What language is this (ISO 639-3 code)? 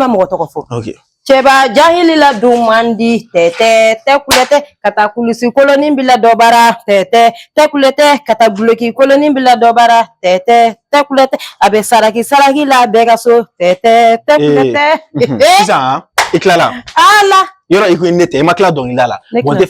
bam